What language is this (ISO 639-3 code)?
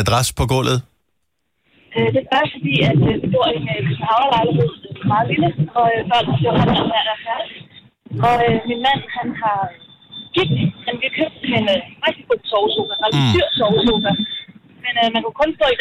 dan